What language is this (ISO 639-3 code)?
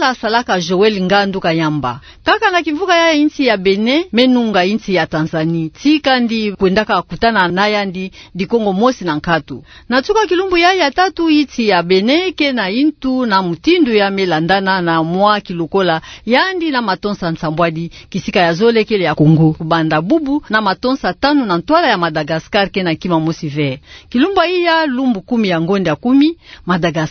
ktu